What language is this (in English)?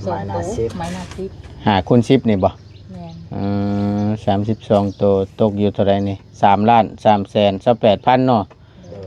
Northeastern Thai